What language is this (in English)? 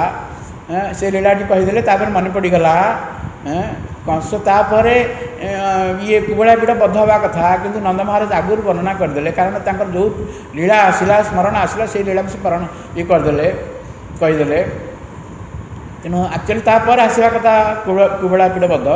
Odia